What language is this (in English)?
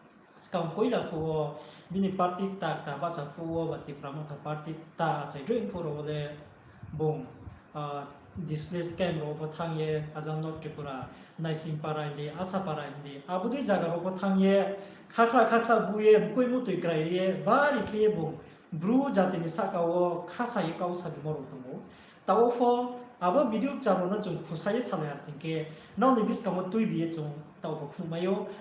Riang (India)